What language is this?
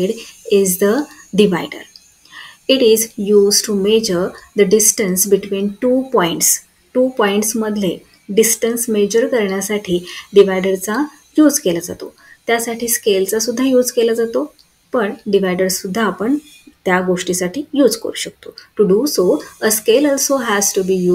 Marathi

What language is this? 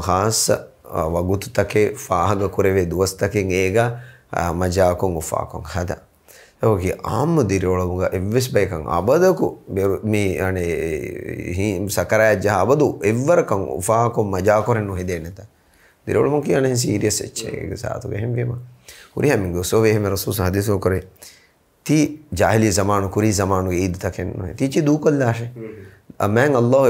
Divehi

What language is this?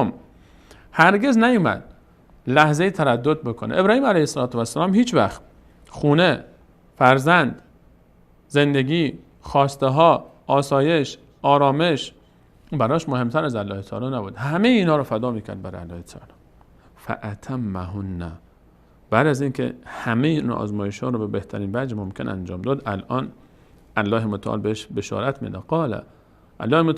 Persian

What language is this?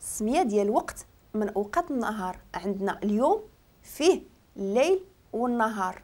Moroccan Arabic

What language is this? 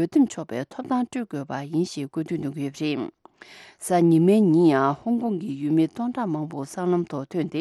Tibetan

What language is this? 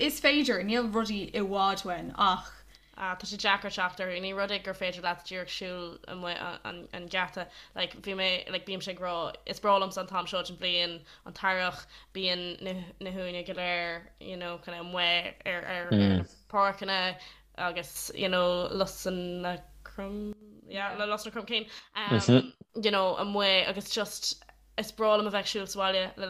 Irish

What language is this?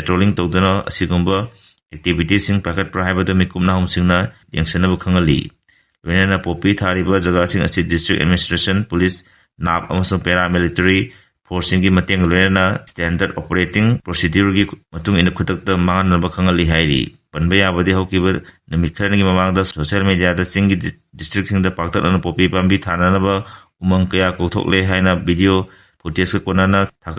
Manipuri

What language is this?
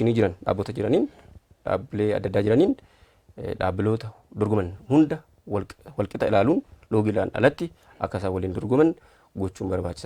Oromo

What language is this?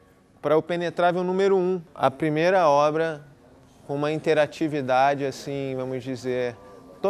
Portuguese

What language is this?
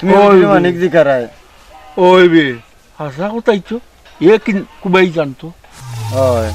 Sylheti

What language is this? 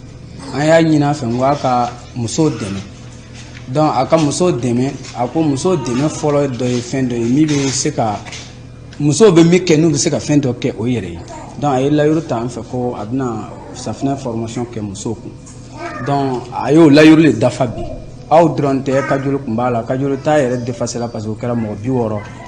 Bambara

